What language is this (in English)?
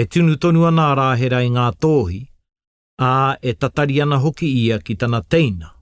Māori